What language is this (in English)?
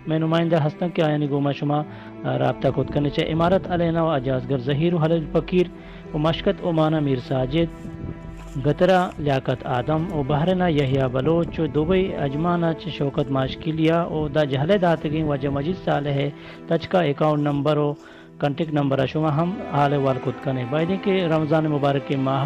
Baluchi